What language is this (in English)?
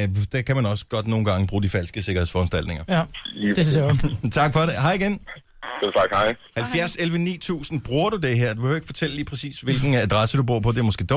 Danish